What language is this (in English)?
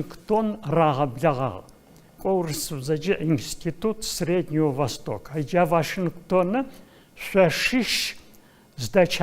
Adyghe